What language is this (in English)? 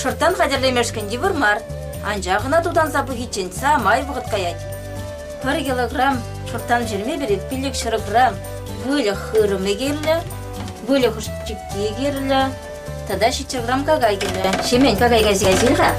Chuvash